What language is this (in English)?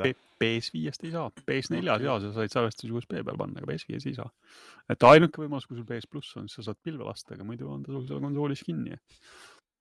Estonian